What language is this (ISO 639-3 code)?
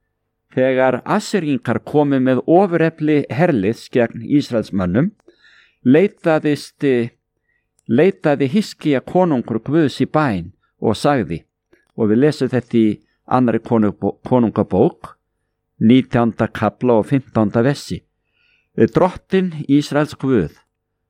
isl